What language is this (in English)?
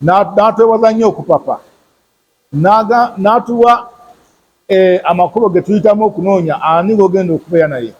Ganda